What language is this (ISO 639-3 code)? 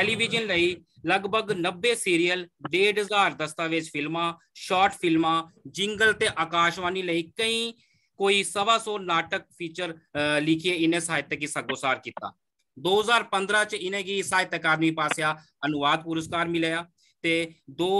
doi